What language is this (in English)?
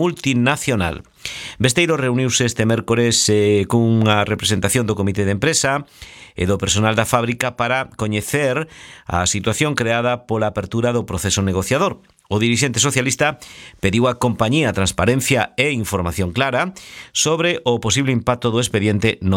Galician